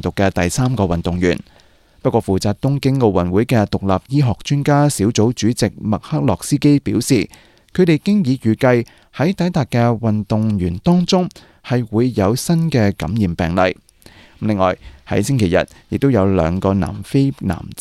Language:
Cantonese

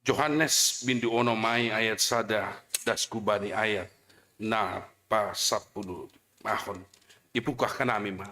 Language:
Batak Simalungun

